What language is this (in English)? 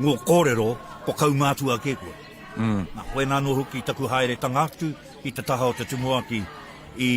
Māori